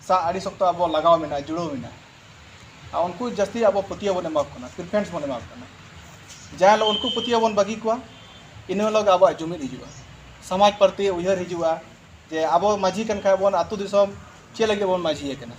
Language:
Santali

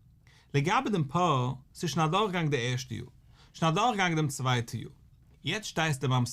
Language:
Yiddish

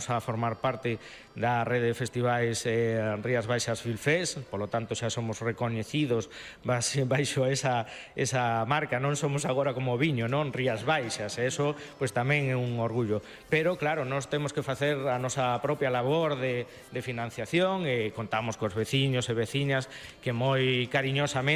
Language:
Galician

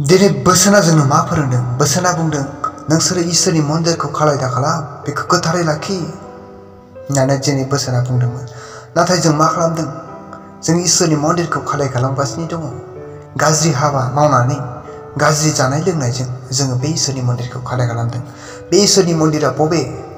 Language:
Bodo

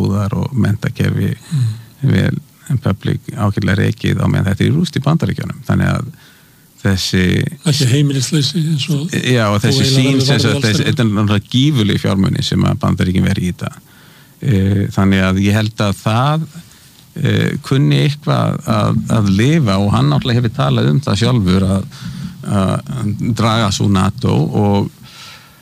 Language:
Icelandic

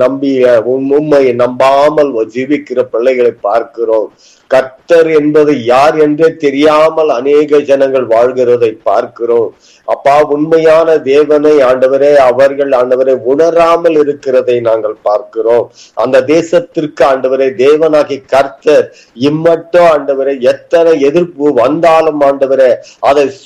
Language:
Tamil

